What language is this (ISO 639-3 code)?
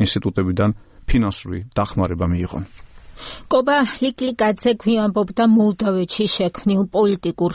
kat